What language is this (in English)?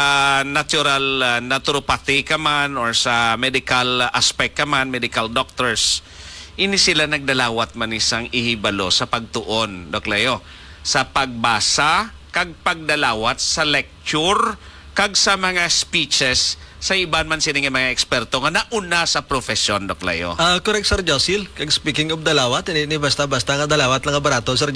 Hiligaynon